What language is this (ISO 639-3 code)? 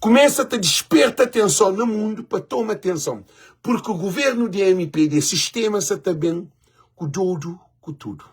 kea